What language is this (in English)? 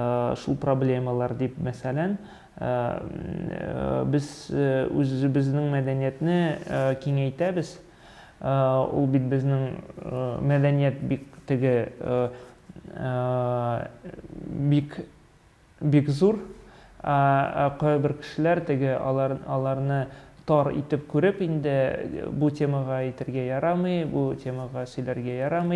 Tatar